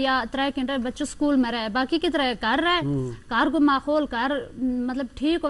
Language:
Gujari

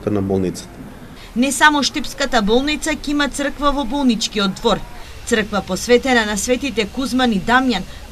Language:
Macedonian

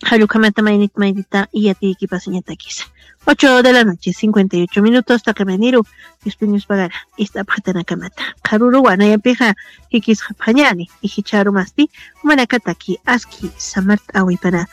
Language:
Aymara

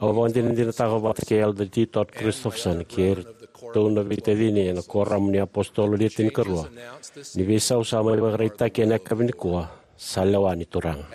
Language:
Fijian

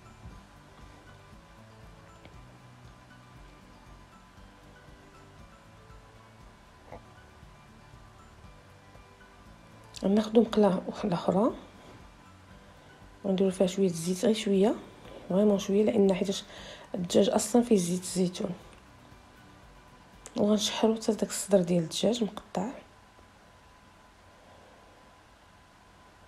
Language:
Moroccan Arabic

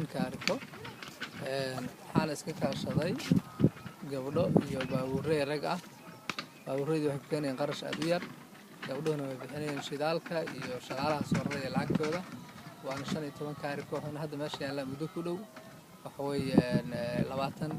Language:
Somali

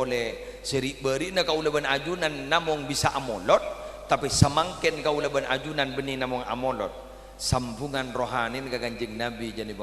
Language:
Madurese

